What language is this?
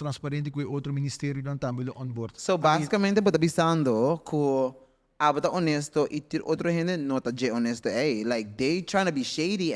Papiamento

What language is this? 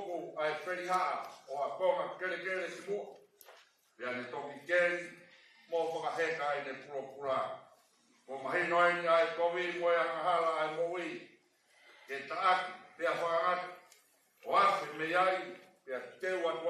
Tongan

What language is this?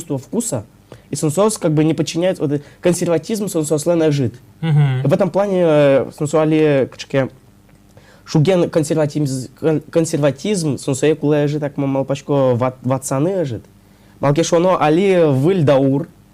Udmurt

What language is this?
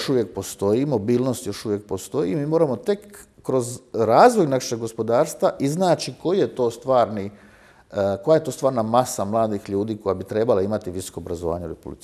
Croatian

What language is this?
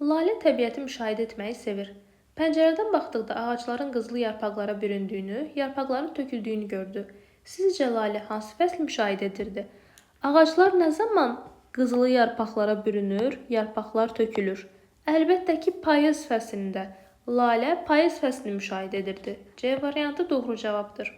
Azerbaijani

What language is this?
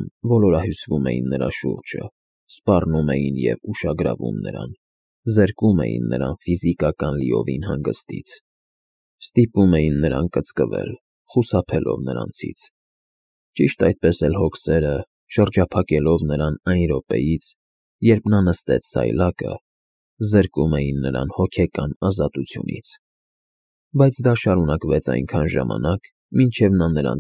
Armenian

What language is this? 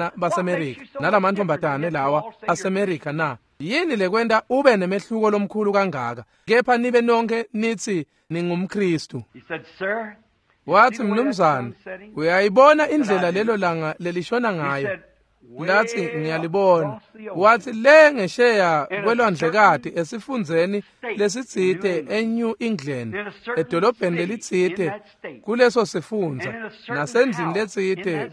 Swati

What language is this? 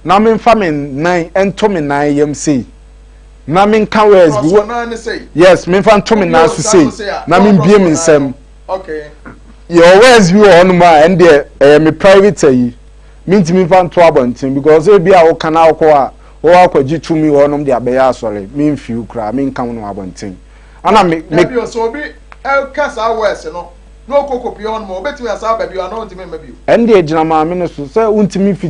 Akan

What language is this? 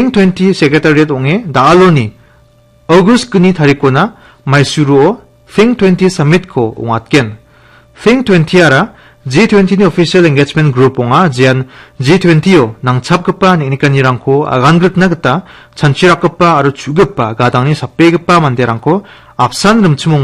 Garo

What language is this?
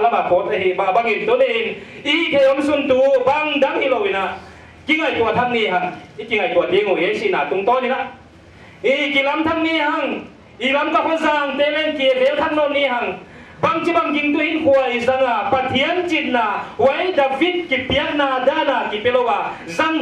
Paite Chin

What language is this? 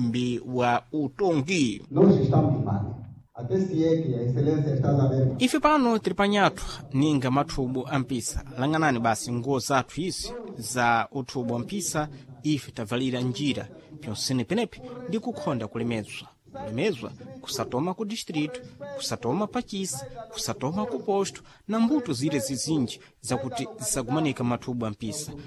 Sena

